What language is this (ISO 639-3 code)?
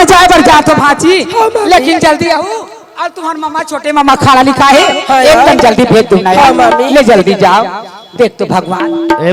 hne